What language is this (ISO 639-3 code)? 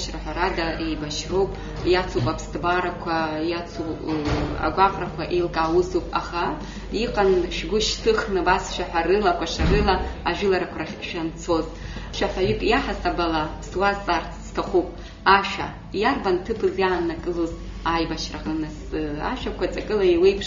abk